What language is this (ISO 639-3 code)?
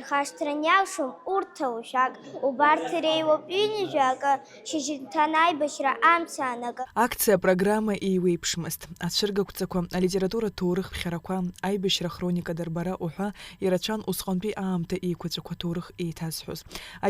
abk